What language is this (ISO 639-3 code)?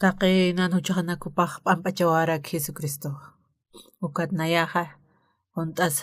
aym